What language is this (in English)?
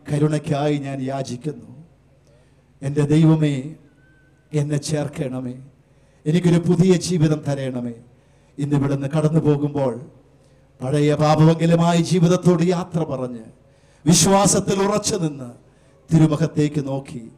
Malayalam